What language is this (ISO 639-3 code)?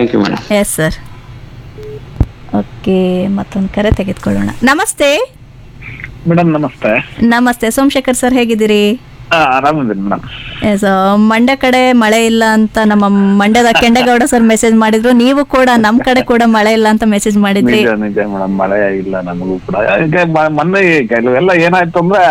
kan